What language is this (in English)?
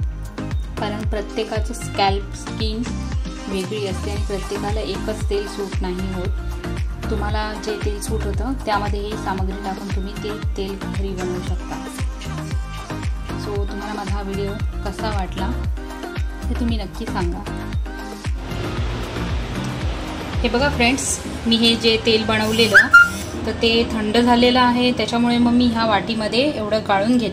Marathi